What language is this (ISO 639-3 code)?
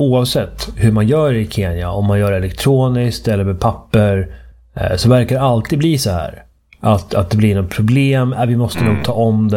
swe